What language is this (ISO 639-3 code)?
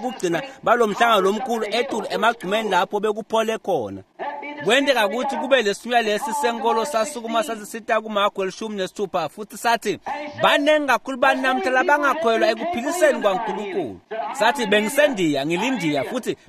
ssw